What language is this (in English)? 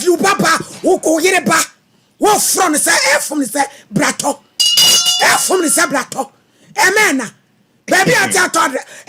Akan